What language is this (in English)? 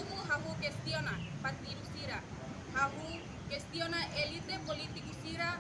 Tetum